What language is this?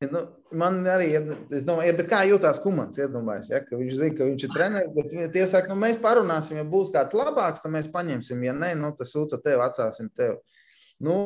Latvian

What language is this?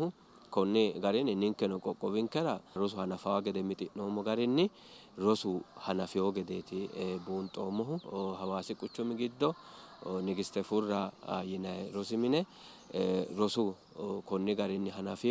Sidamo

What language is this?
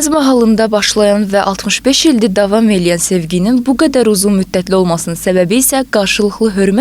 Azerbaijani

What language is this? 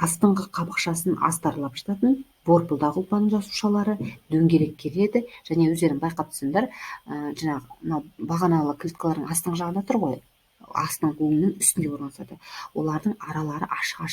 Kazakh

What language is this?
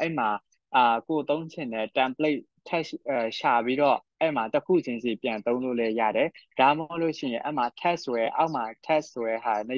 Burmese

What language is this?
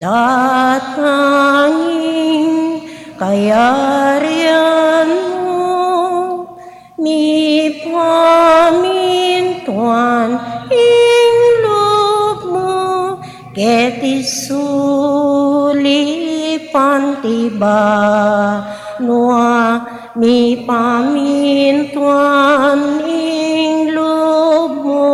Pampanga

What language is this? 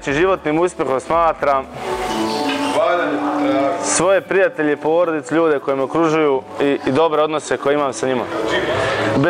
Bosnian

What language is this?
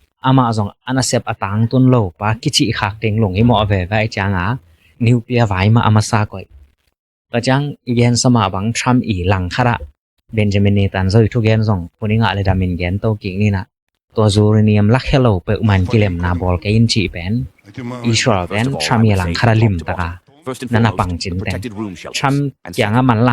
Tedim Chin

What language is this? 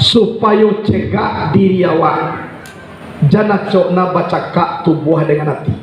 Minangkabau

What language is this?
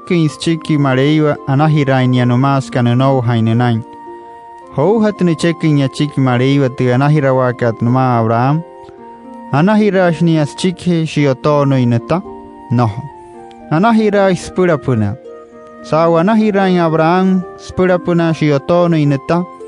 Wayuu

